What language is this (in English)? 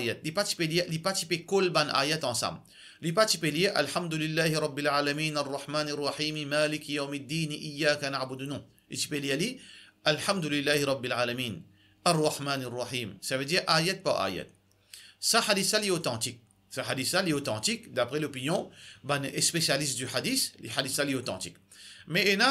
Morisyen